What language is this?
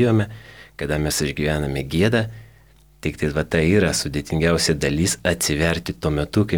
Lithuanian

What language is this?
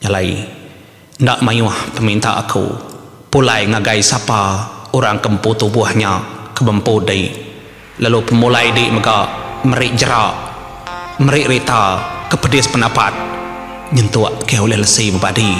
Iban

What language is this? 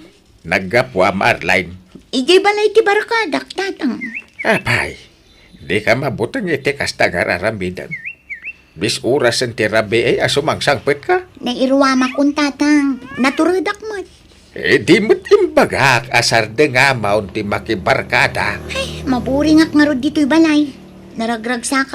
Iloko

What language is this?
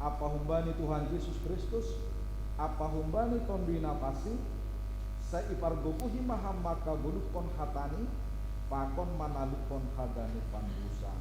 Batak Simalungun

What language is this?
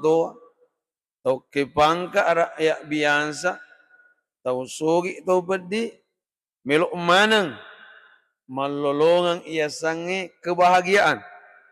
Buginese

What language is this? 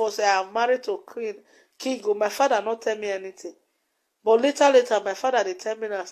Nigerian Pidgin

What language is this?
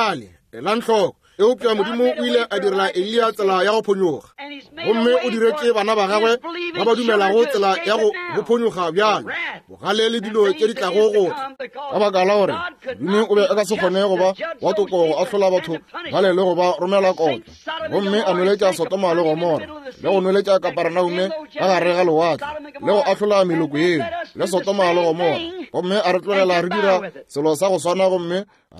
Northern Sotho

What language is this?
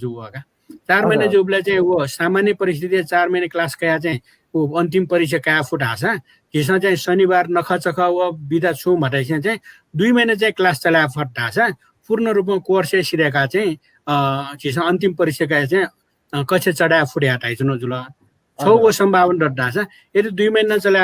Newari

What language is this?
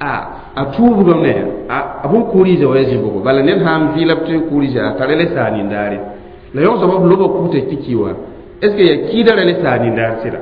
Mossi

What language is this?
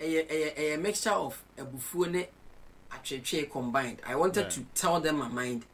Akan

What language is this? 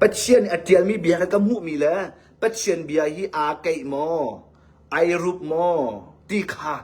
Hakha Chin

